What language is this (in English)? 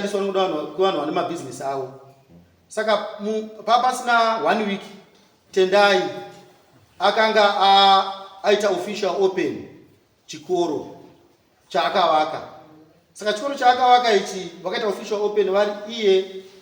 Shona